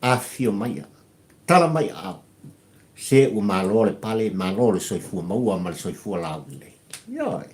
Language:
Samoan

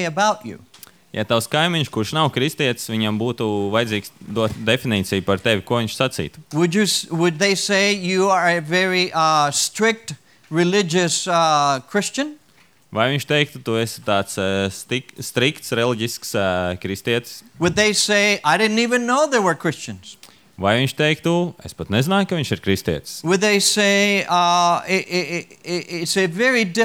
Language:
Latvian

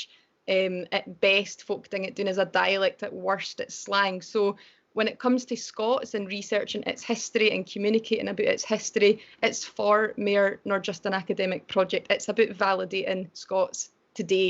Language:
Scots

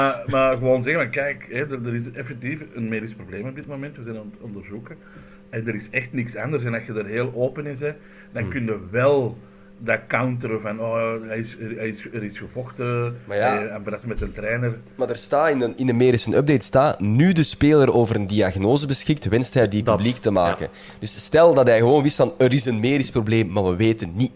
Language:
Dutch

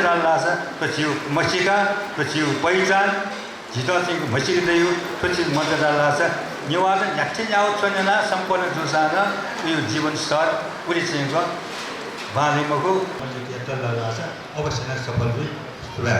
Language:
Newari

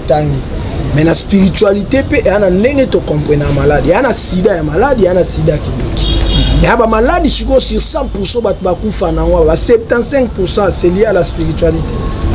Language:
Lingala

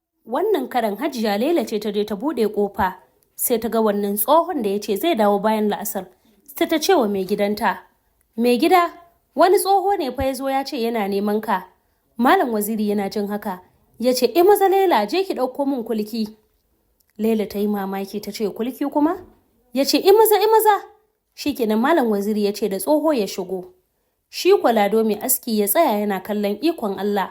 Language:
Hausa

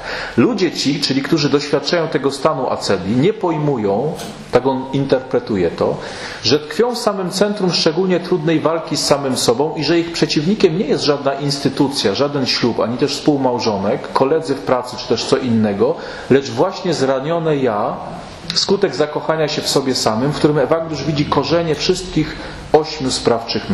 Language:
Polish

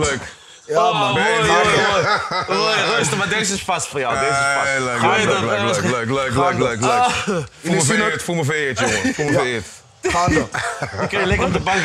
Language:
Dutch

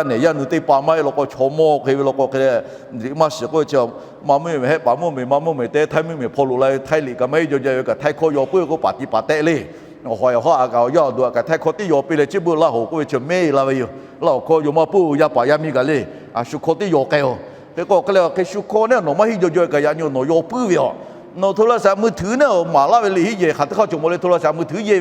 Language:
Lahu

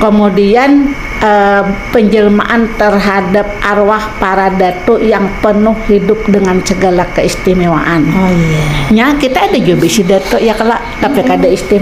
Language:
Banjar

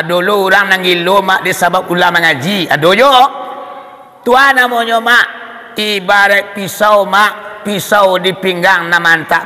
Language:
Minangkabau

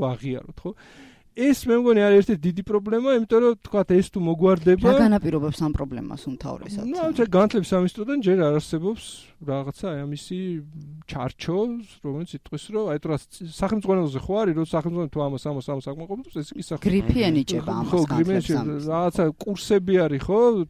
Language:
Georgian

